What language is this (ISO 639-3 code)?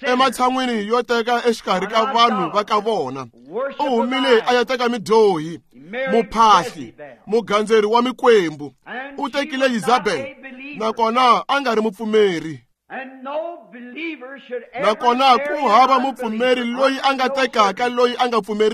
tso